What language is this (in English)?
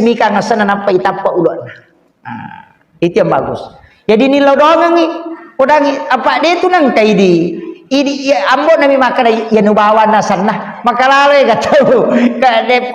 Buginese